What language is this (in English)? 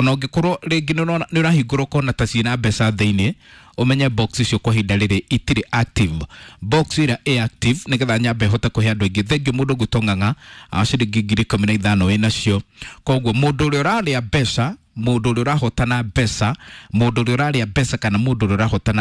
Kikuyu